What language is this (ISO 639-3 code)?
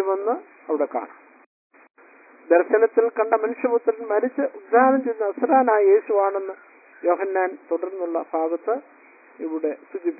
mal